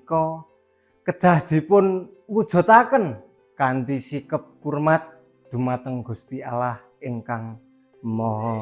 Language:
Javanese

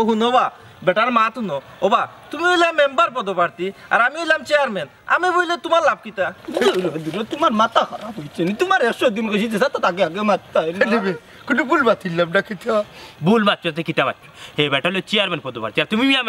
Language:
Sylheti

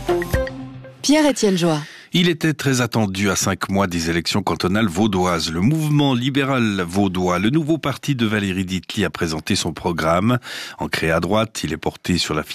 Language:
French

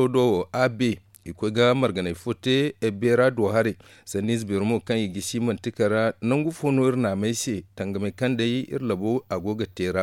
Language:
Zarma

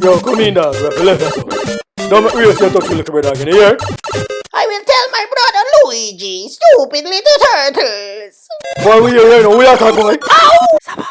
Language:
Jamaican Creole English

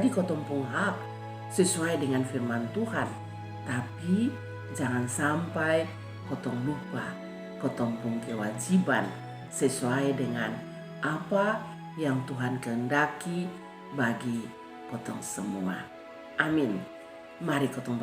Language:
Kupang Malay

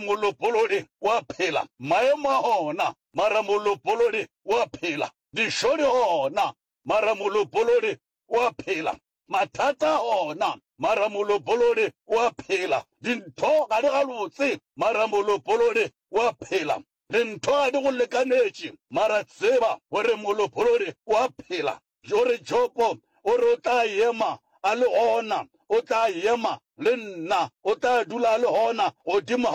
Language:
Northern Sotho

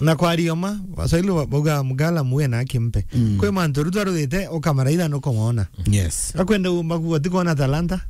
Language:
Meru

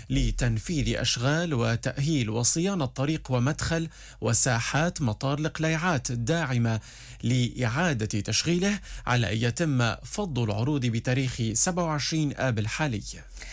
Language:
Arabic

